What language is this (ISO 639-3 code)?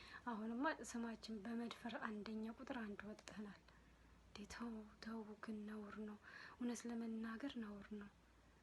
amh